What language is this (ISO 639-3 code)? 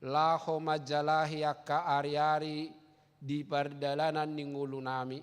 bbc